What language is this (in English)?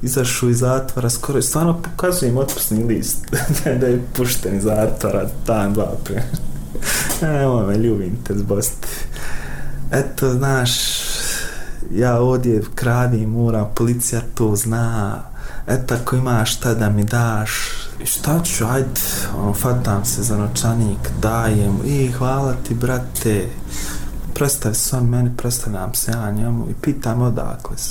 Bosnian